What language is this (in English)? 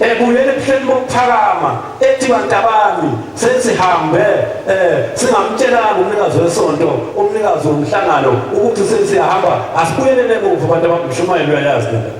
Zulu